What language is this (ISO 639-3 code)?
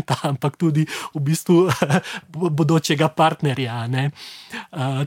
slv